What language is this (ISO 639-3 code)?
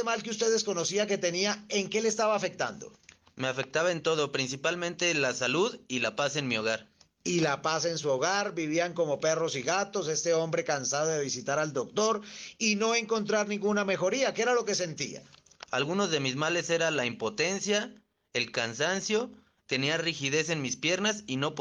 spa